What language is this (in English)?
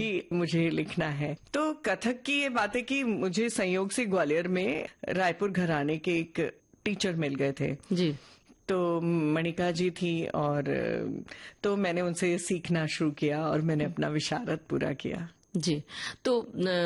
Hindi